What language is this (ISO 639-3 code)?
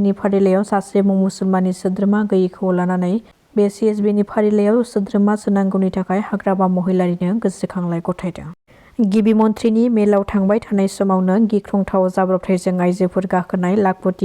brx